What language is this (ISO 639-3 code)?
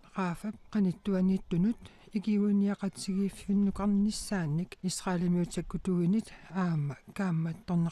kal